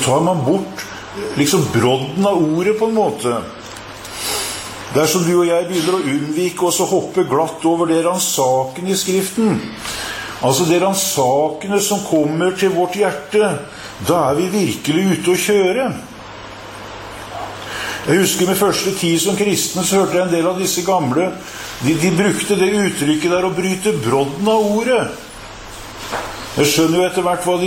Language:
Norwegian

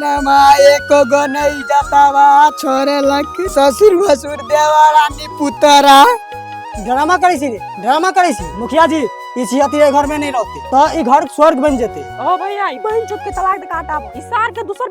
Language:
Maithili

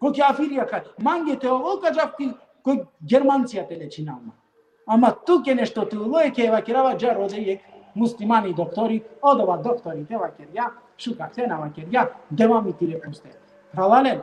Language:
Balkan Romani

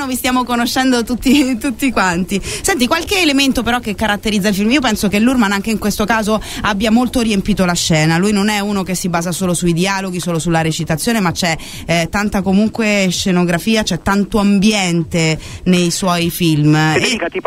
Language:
Italian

